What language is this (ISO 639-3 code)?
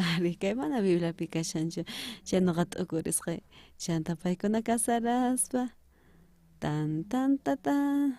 quh